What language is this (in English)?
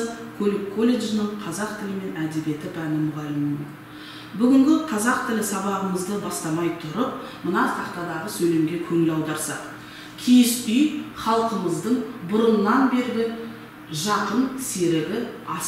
Kazakh